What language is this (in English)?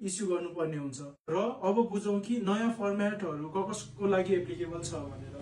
Nepali